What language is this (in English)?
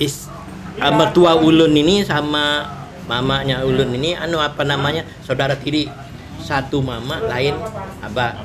Banjar